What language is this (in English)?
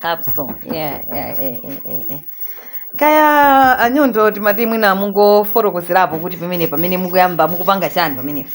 Nyanja